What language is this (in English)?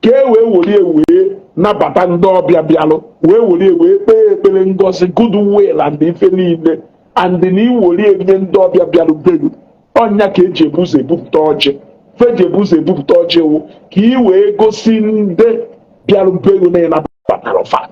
Igbo